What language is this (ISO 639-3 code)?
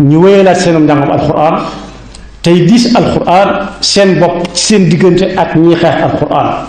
wol